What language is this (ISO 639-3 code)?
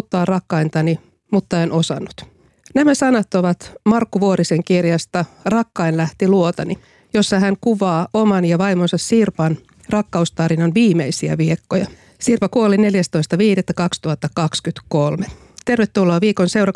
fin